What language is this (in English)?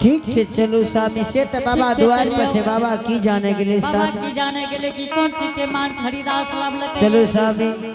Angika